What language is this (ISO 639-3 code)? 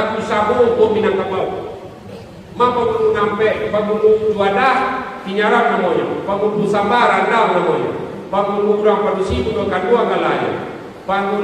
min